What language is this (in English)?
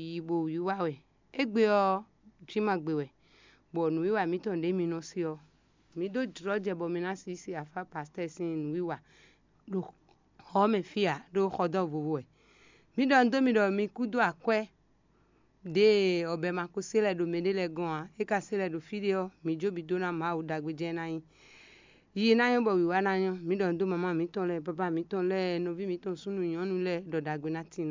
Fon